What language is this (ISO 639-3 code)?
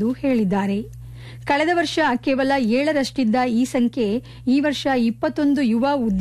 kan